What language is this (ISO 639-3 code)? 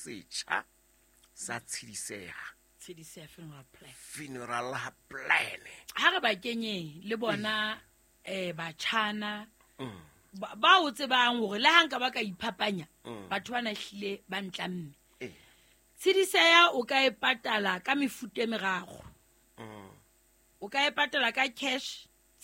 sot